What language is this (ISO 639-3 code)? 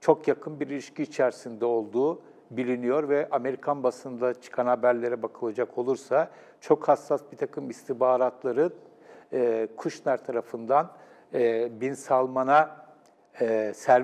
tur